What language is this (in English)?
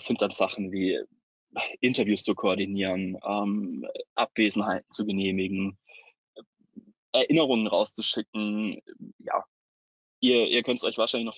German